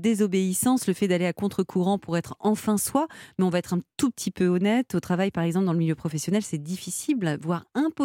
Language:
French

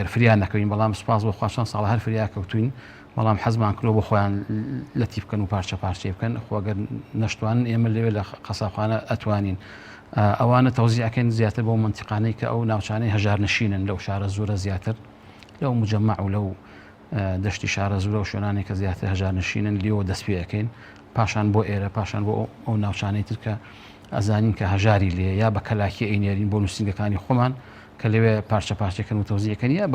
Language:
Central Kurdish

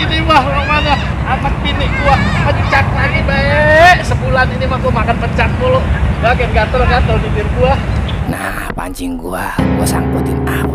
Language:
Betawi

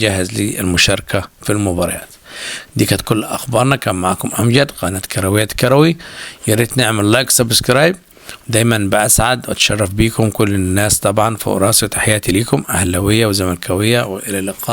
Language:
Egyptian Arabic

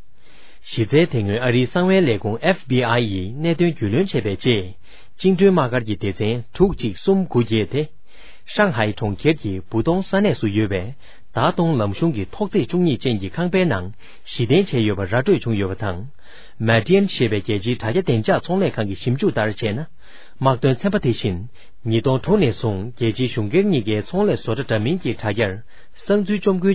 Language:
Tibetan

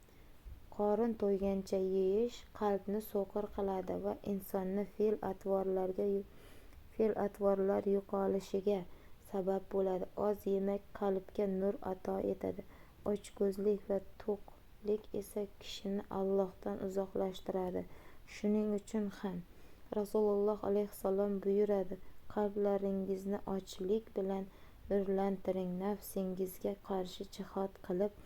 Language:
Uzbek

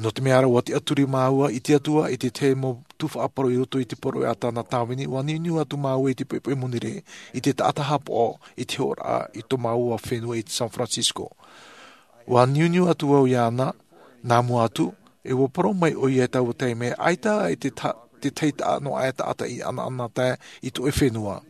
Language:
Tahitian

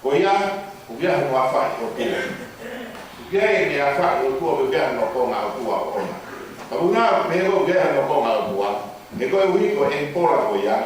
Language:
Tongan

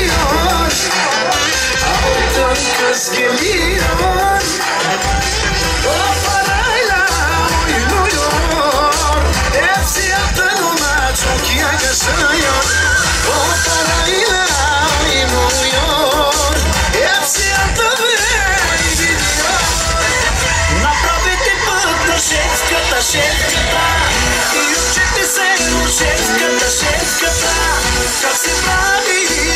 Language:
Bulgarian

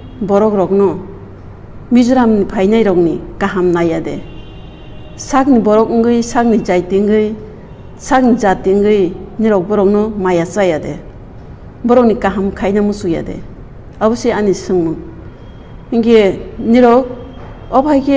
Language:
Kok Borok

